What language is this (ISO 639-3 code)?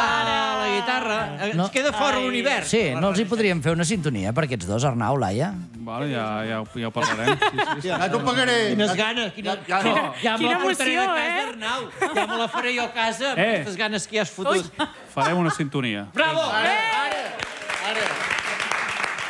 cat